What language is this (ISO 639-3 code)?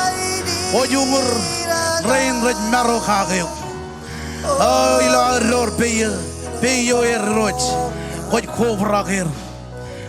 mah